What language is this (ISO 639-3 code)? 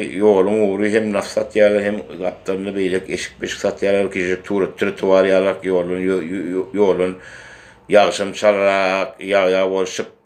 tuk